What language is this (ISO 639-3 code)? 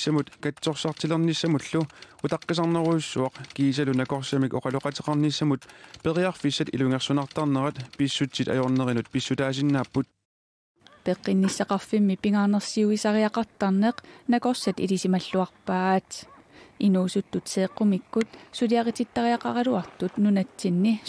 kal